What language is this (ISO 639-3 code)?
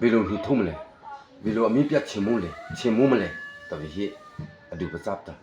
mrh